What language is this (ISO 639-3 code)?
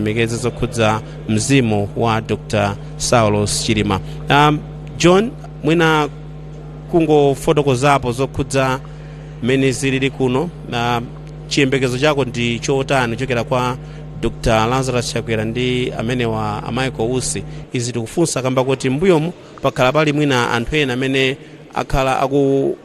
nya